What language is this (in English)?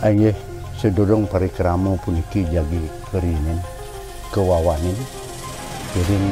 Balinese